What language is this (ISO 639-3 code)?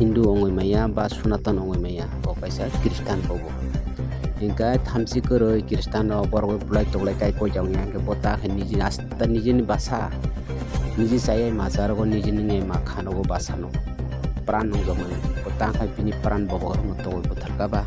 trp